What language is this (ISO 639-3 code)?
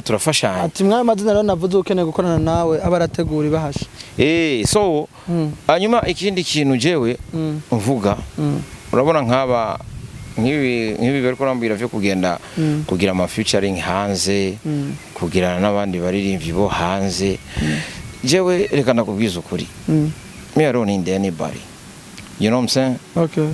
run